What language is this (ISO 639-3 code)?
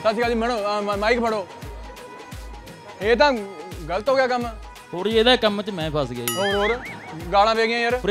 pan